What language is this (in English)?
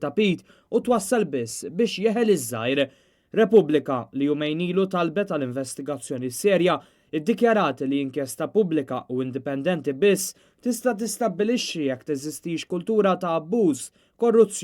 Maltese